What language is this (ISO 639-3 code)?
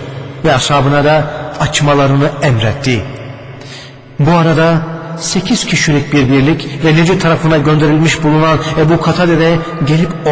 tur